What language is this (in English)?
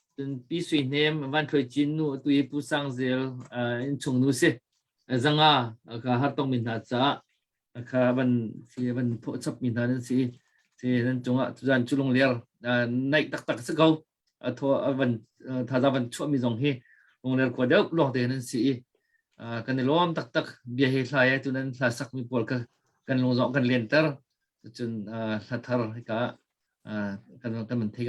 Hakha Chin